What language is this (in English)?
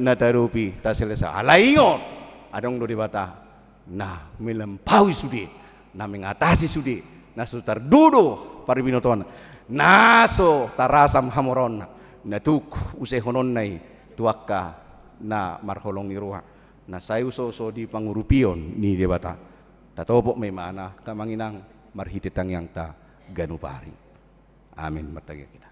Batak Toba